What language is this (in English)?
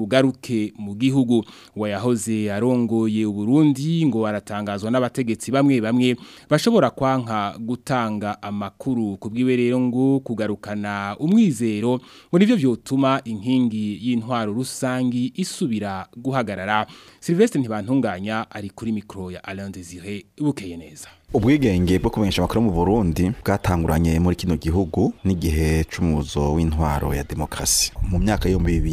Rundi